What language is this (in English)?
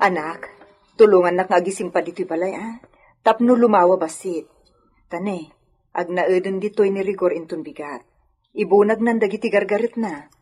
Iloko